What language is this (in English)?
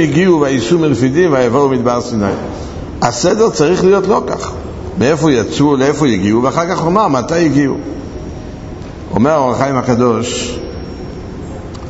Hebrew